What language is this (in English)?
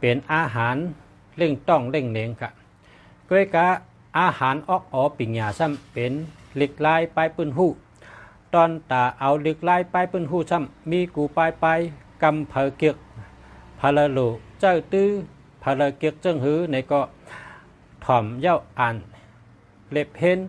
Shan